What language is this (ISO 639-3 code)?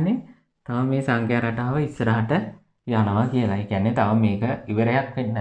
sin